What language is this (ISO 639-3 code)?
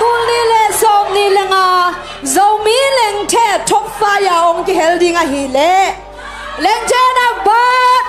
ctd